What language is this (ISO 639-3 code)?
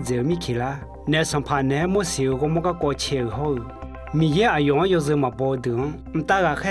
ahk